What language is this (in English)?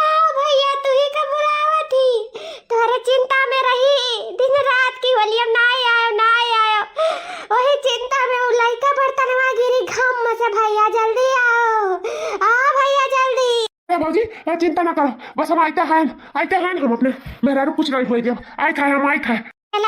Awadhi